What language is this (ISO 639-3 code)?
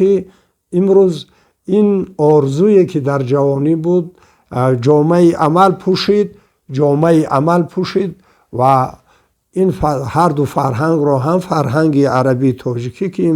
tgk